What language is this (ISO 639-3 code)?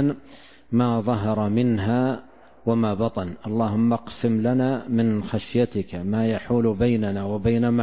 ara